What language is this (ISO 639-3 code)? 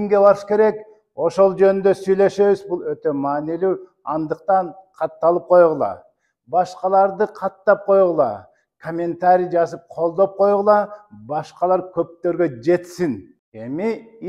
kir